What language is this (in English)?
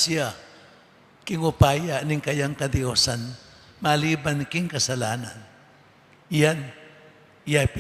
Pampanga